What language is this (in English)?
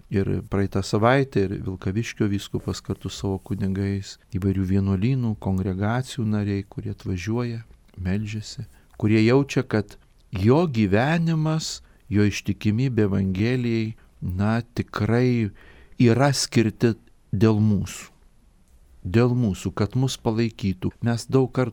Lithuanian